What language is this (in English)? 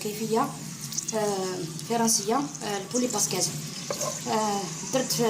Algerian Arabic